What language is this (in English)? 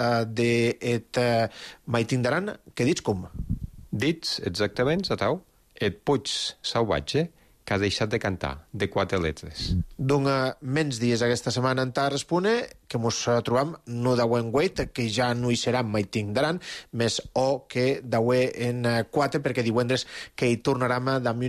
Catalan